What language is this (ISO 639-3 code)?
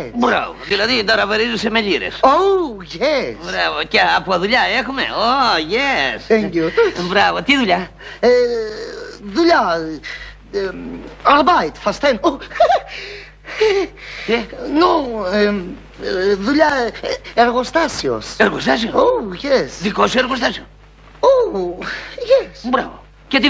ell